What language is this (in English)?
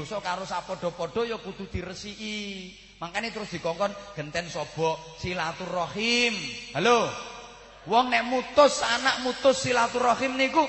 Javanese